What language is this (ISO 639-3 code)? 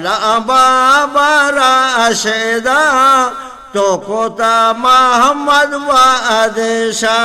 bgp